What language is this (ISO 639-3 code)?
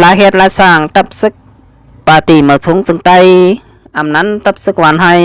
shn